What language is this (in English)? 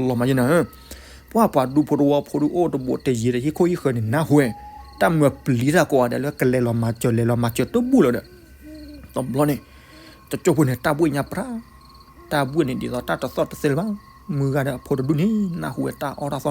S'gaw Karen